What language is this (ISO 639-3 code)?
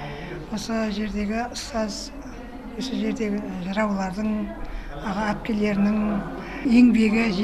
kaz